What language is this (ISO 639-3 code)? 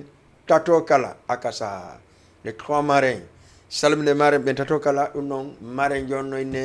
ful